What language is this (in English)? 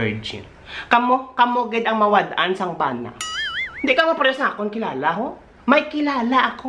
Hiligaynon